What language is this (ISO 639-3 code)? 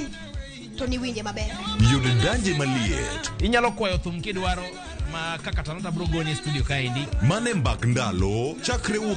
luo